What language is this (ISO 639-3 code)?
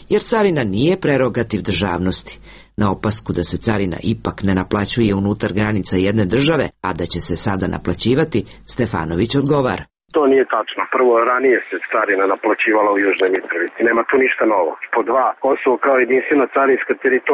srp